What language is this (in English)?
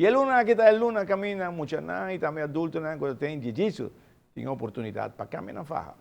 Papiamento